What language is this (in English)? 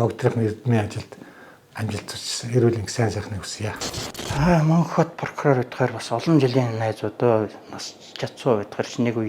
Mongolian